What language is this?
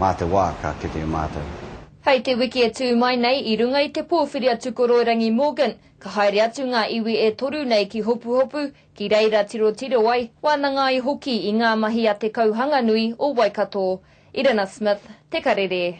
Māori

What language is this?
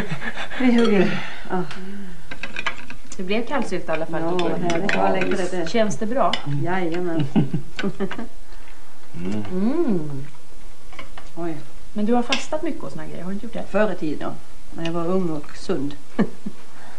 Swedish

